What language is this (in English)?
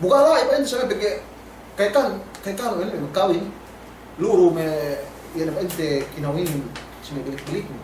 Yakan